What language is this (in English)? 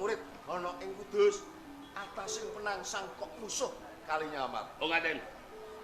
Javanese